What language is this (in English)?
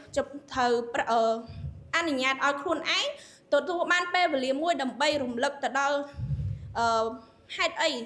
Khmer